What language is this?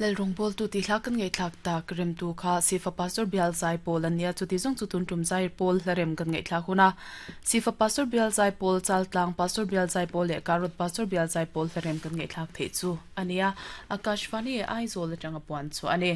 Mizo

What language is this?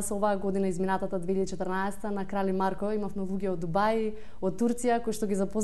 Macedonian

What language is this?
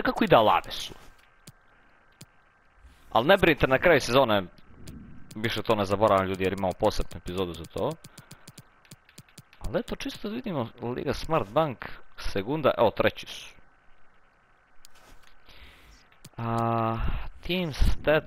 Croatian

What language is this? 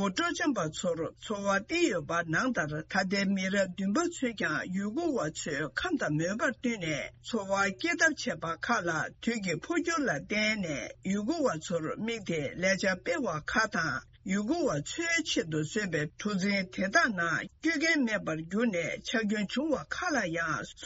Tibetan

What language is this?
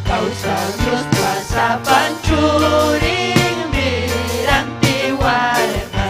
Ayacucho Quechua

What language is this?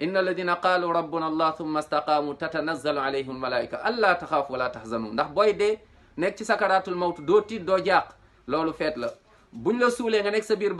Wolof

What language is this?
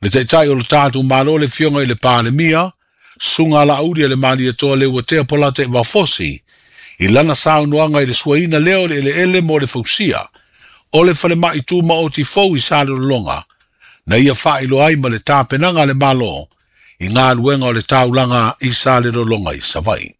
Samoan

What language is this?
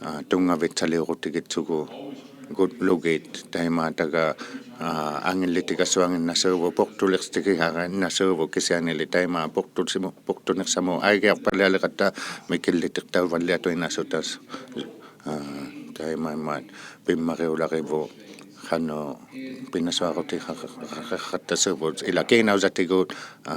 Inuktitut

